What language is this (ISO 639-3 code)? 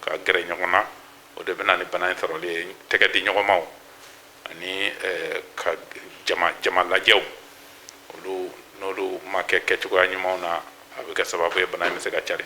bam